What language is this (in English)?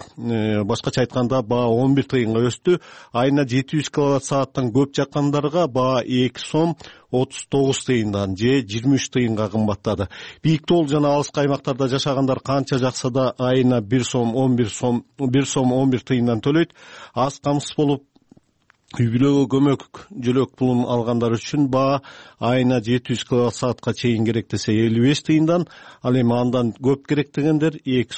Kyrgyz